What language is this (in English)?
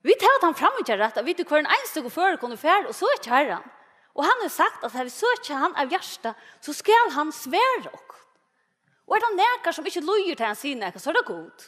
Faroese